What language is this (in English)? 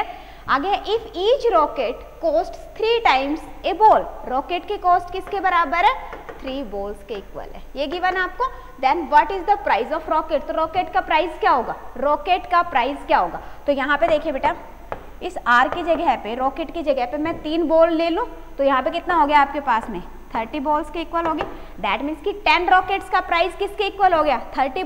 Hindi